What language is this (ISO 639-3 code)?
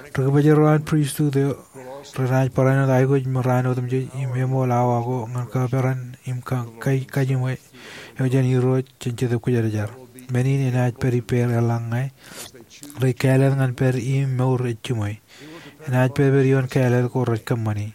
mah